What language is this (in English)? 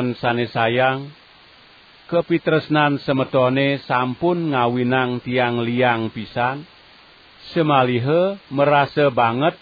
Balinese